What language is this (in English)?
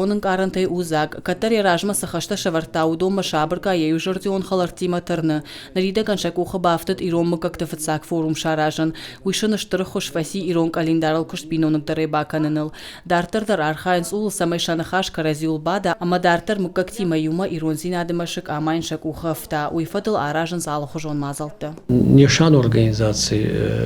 Ossetic